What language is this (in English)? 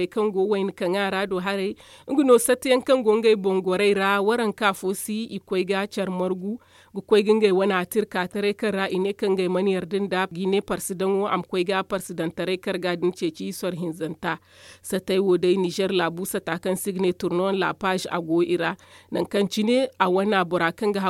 Zarma